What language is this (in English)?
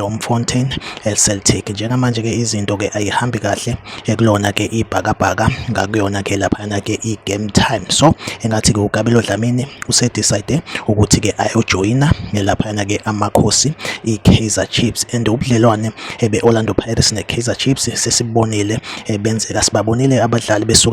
Zulu